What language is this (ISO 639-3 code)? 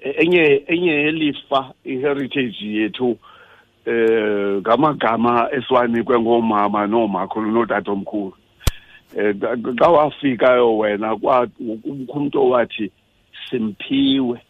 xho